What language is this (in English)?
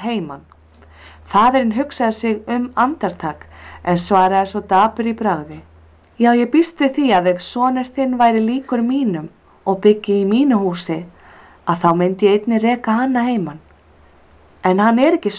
Icelandic